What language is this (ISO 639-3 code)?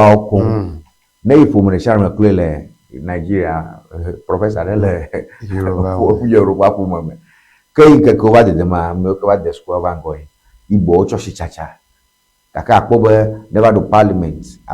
ewe